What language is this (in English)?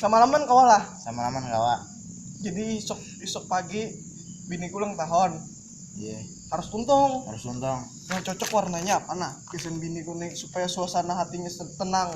Banjar